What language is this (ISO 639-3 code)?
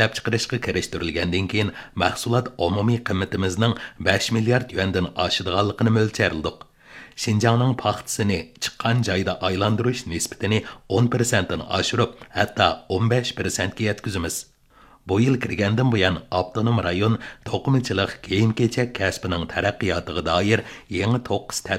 uig